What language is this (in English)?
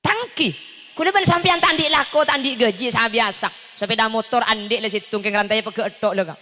Madurese